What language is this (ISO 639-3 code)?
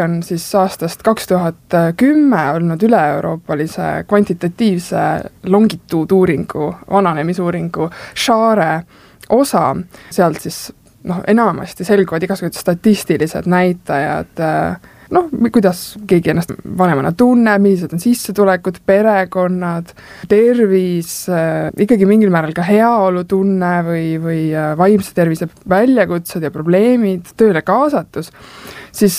est